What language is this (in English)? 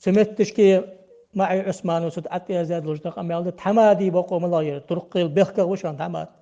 Ingush